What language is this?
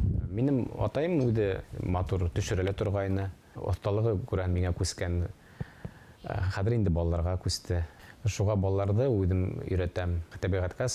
Bashkir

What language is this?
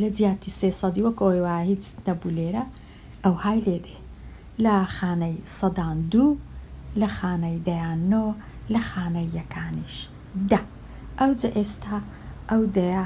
Central Kurdish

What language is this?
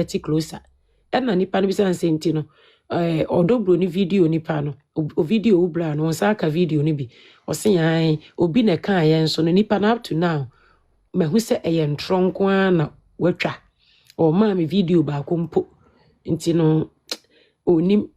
Akan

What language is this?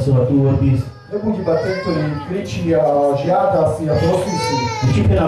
Slovak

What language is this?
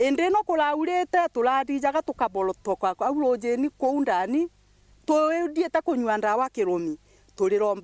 Meru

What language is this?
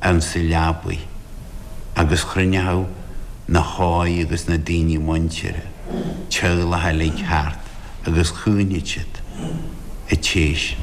Irish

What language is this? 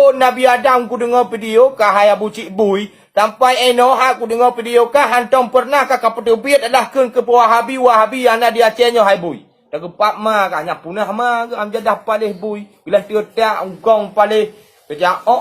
Achinese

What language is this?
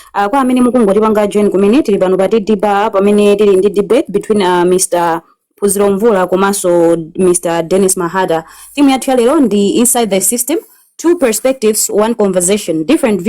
Nyanja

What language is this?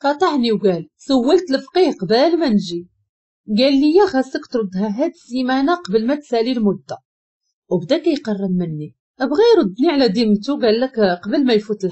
Moroccan Arabic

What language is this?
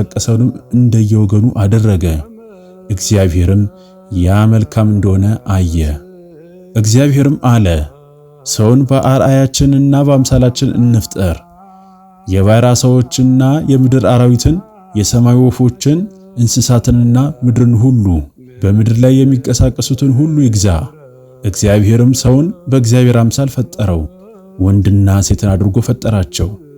Amharic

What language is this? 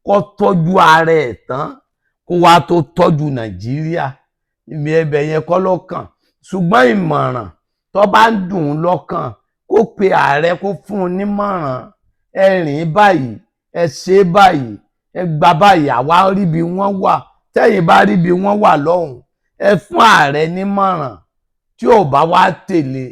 Yoruba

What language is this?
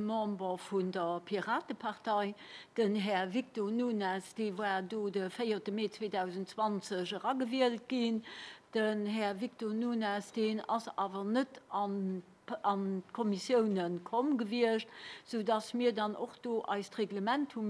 Luxembourgish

